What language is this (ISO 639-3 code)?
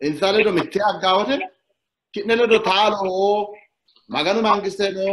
sid